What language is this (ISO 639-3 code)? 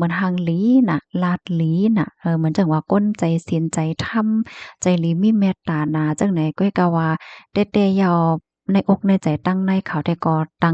shn